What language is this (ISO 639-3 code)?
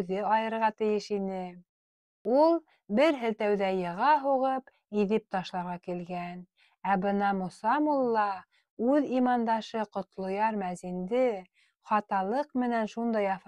bak